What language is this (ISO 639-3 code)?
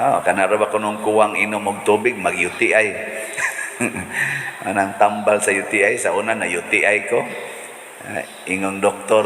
ceb